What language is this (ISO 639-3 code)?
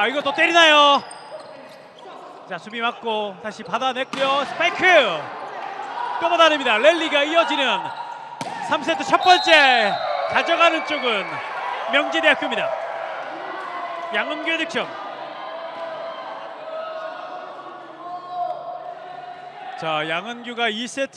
kor